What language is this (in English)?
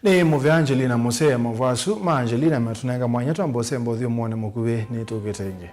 Kamba